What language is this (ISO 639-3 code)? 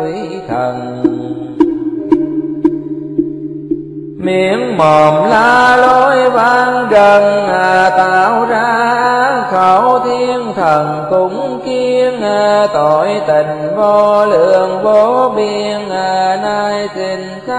vie